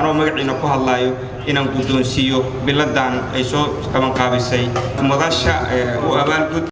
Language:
Somali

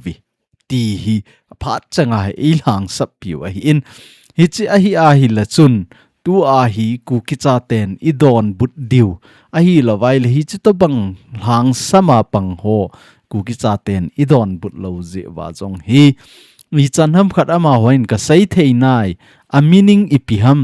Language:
Thado Chin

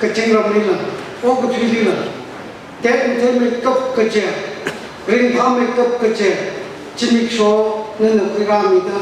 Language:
Tangkhul Naga (India)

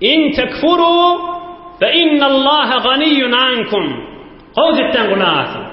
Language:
Turkmen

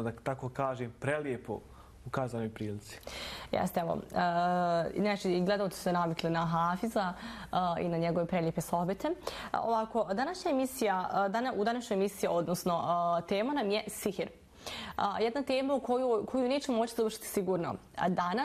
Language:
Bosnian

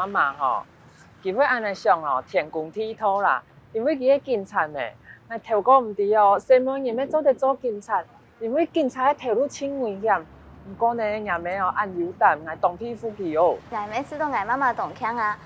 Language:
Hakka Chinese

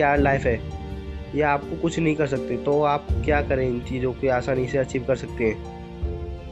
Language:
Hindi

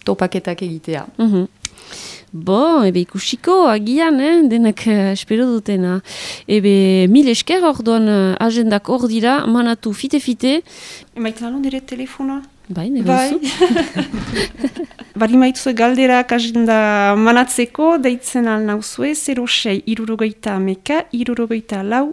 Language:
Basque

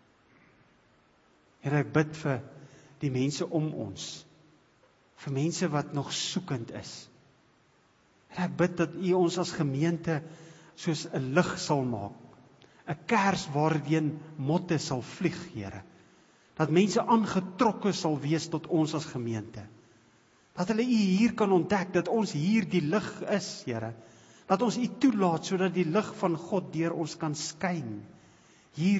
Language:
Afrikaans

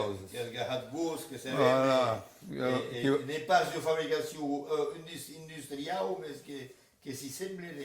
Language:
Occitan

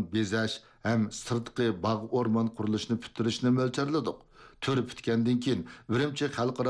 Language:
Uyghur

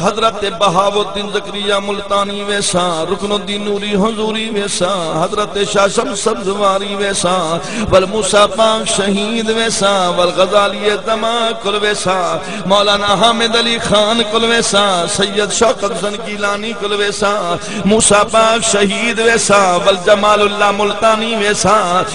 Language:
Saraiki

